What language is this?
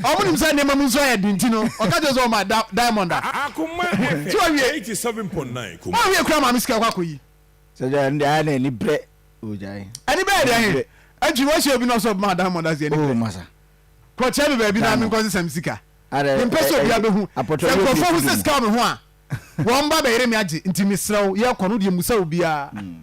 Akan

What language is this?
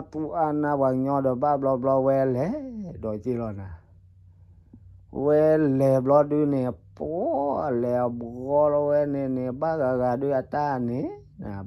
S'gaw Karen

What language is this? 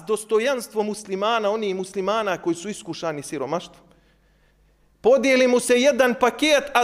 Bosnian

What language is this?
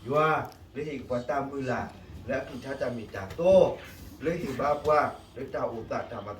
S'gaw Karen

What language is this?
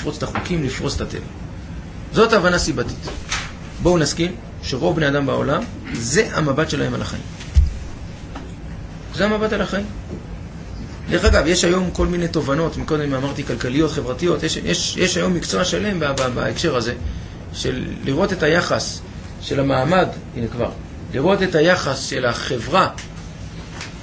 Hebrew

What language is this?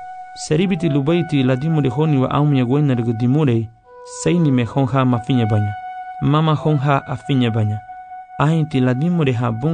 Garifuna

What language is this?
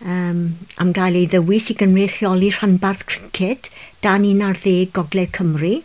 Welsh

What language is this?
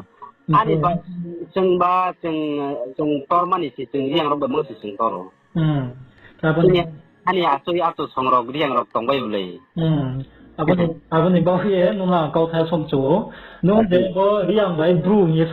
Riang (India)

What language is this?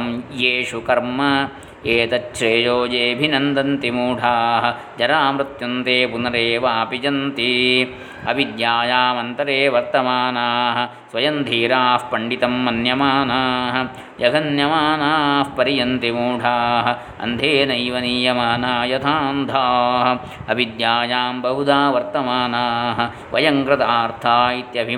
Sanskrit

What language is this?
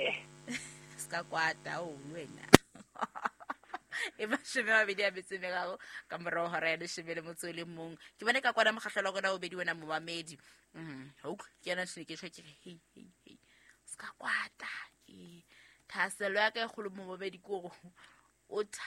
Southern Sotho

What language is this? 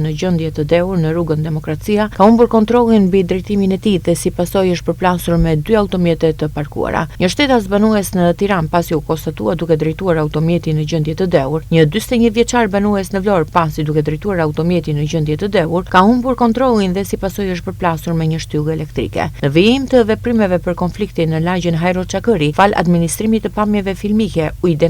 Albanian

